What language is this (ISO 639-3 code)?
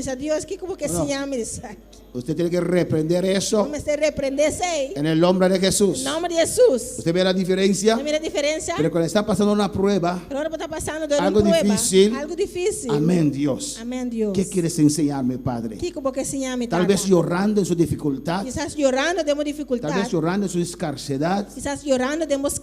pap